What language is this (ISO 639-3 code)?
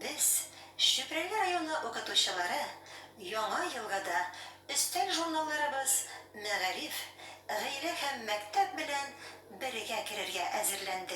tat